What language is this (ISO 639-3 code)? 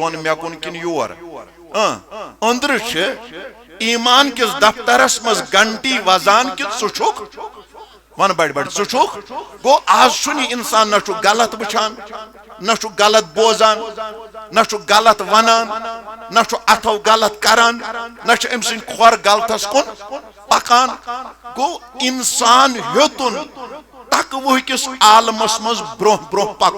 kas